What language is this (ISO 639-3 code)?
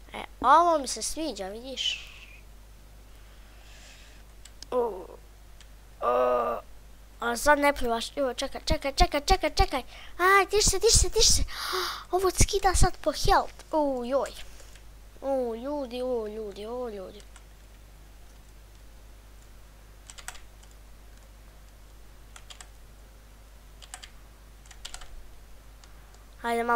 bos